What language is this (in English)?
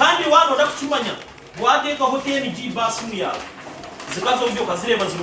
Nyankole